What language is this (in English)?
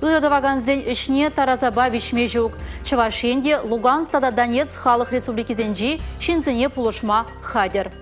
Chuvash